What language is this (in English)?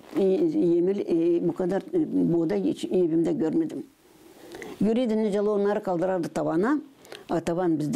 Gagauz